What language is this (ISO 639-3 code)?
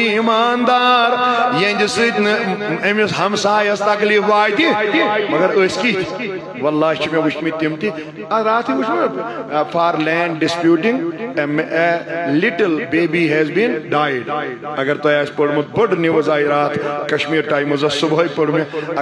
kas